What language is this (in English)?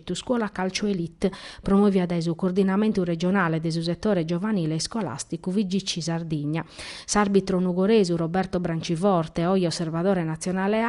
Sardinian